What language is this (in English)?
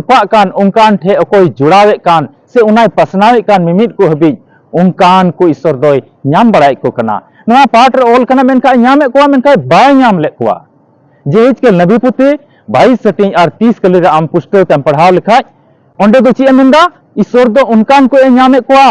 Santali